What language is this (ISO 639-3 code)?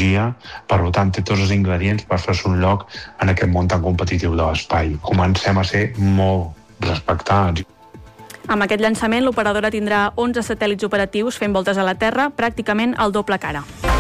cat